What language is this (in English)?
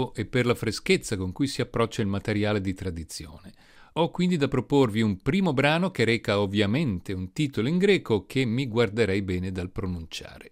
Italian